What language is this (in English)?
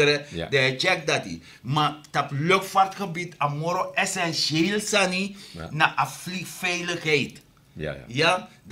Sranan Tongo